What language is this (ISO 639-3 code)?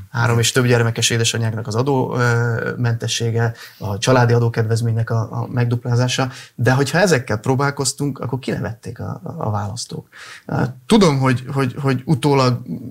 hun